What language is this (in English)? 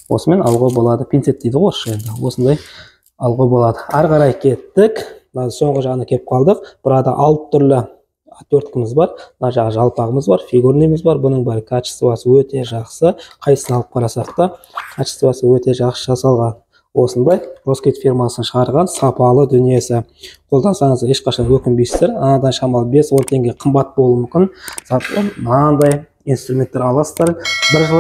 Kazakh